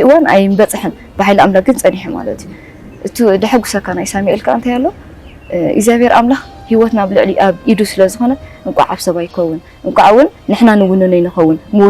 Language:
Tigrinya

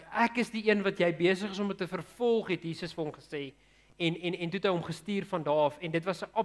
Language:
Afrikaans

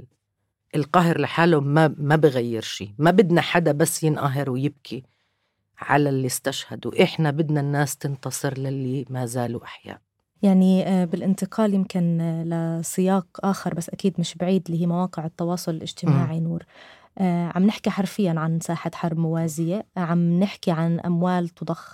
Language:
North Levantine Arabic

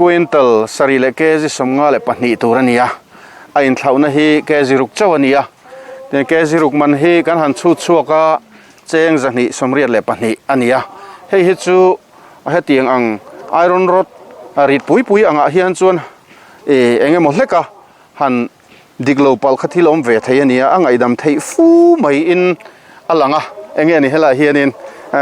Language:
Mizo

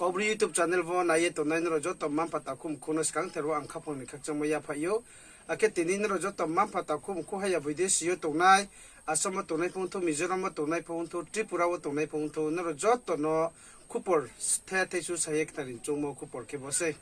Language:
Riang (India)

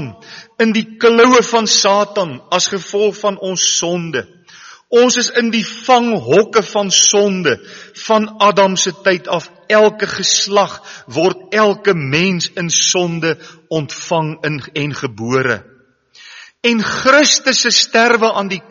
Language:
Afrikaans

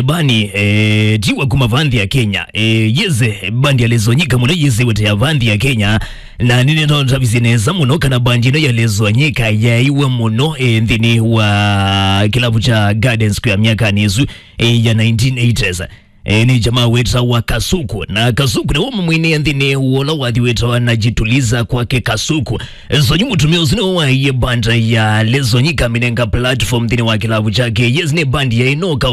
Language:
Kamba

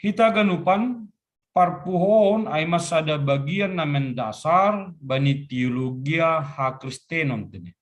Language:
Batak Simalungun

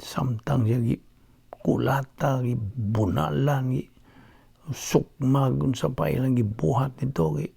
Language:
Cebuano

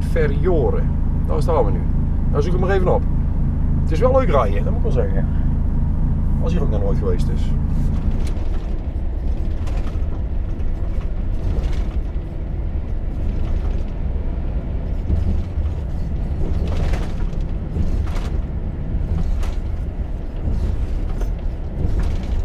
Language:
Dutch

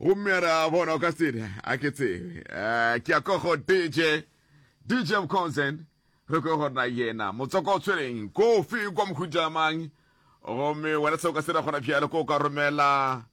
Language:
Northern Sotho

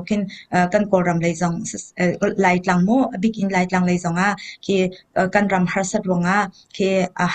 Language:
Hakha Chin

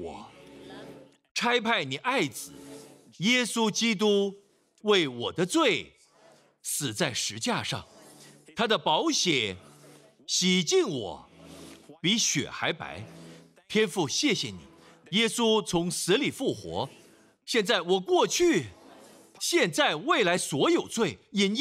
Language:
Chinese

